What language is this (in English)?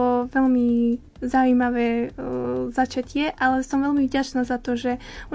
Slovak